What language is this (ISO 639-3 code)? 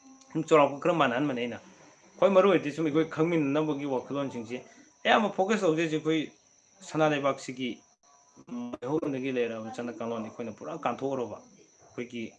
mni